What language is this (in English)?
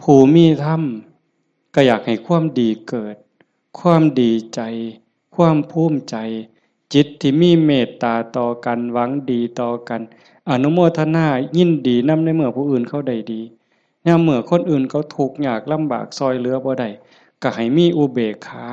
Northeastern Thai